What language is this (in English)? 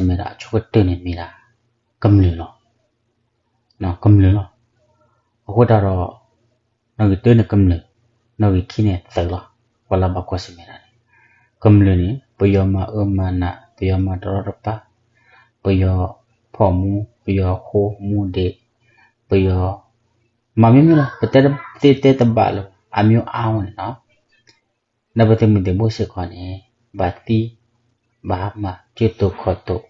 S'gaw Karen